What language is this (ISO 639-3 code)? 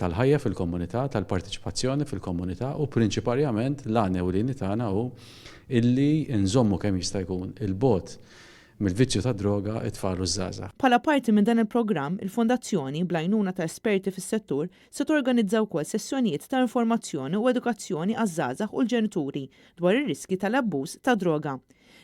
mlt